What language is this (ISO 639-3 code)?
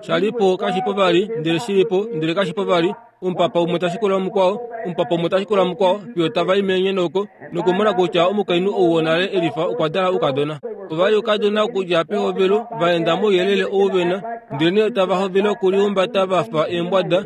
kua